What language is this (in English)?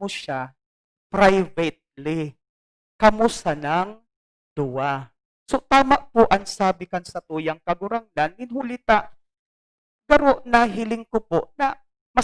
Bikol